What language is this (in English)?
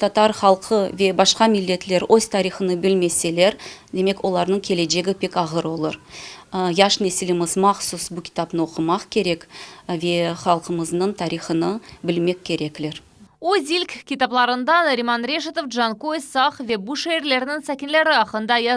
Crimean Tatar